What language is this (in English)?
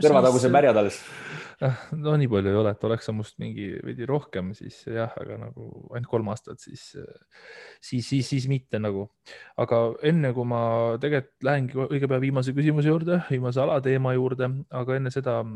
Estonian